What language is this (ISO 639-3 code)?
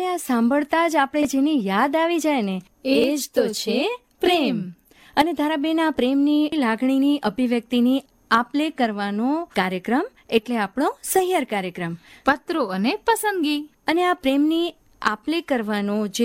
guj